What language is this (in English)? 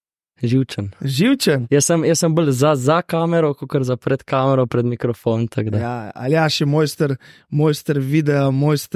Slovenian